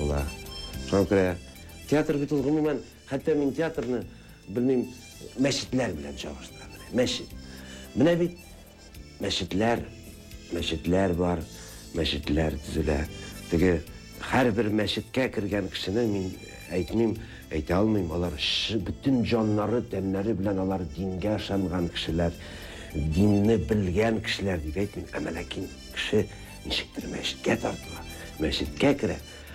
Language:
Tatar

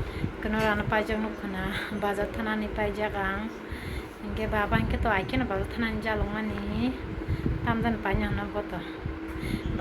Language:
Kok Borok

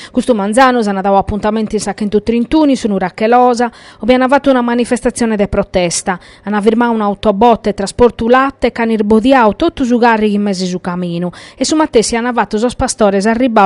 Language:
Sardinian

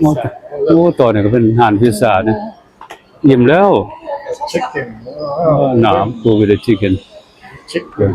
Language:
Lao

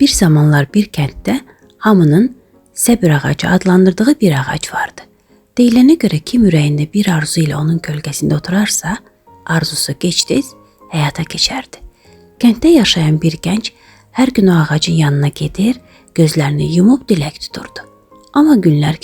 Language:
Azerbaijani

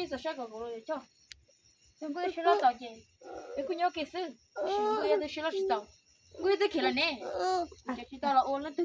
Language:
Hmong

